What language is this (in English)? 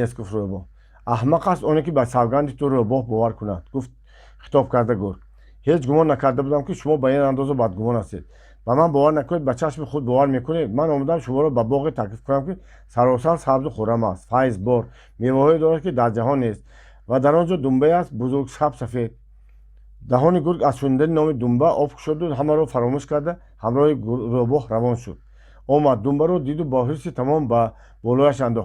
Tajik